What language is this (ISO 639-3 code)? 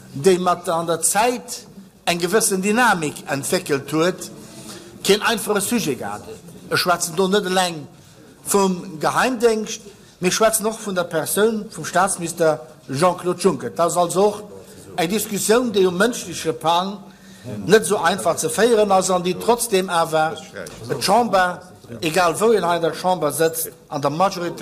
ltz